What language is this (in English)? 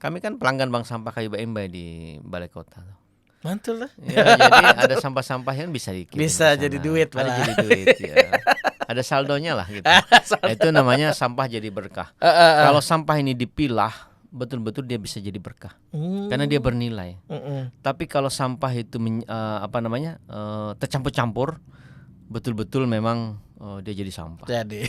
Banjar